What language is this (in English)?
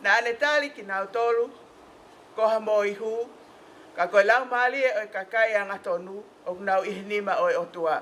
Tongan